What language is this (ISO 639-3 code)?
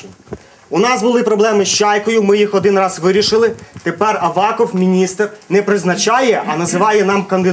ukr